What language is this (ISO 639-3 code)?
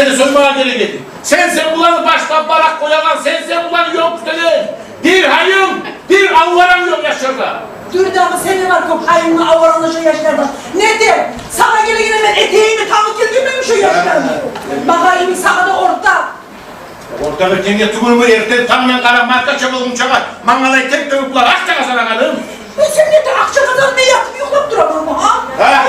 kum